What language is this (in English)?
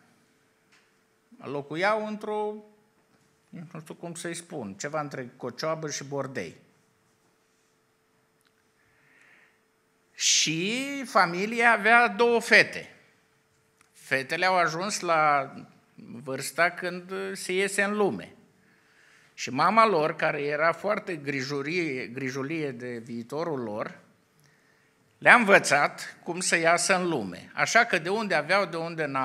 Romanian